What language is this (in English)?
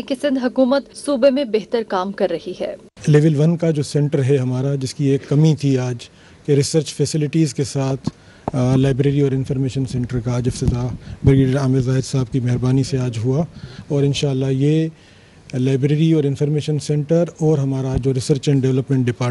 Urdu